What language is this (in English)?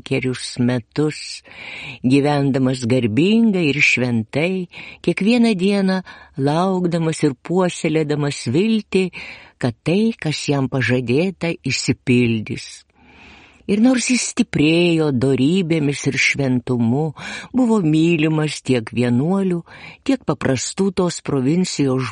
Lithuanian